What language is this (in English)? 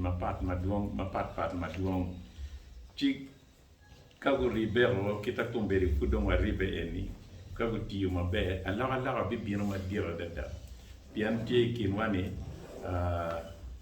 Acoli